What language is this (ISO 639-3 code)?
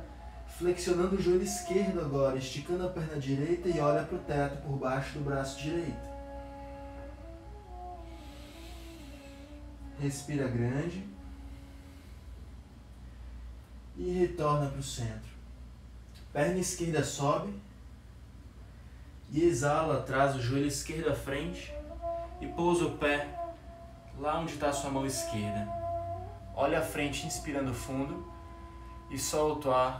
por